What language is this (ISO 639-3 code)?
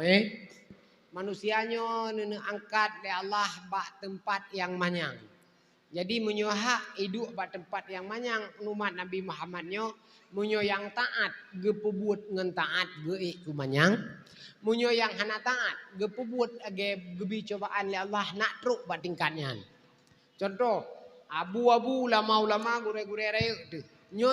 ace